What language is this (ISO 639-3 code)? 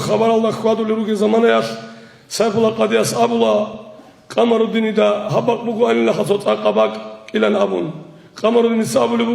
ava